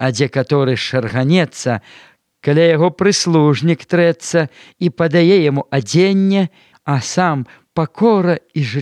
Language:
Belarusian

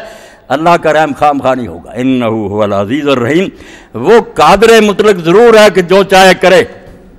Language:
Urdu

